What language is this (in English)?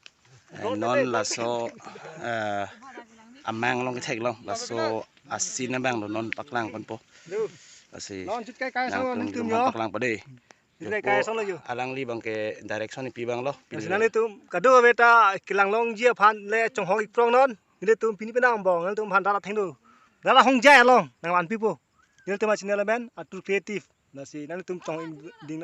Karbi